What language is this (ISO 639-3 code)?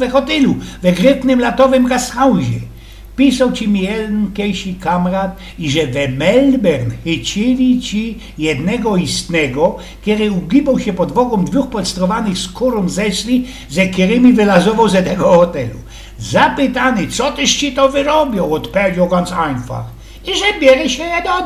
szl